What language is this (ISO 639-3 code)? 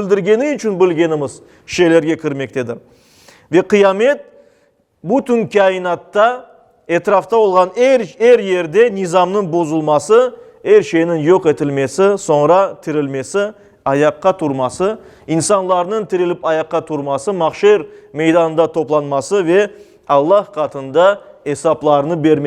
crh